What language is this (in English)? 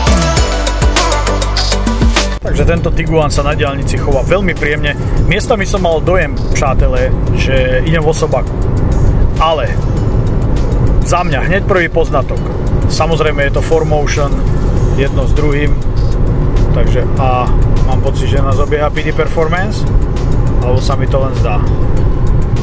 Slovak